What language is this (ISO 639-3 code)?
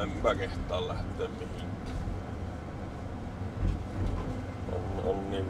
fin